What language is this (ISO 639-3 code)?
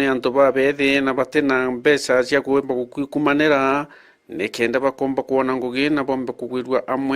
mer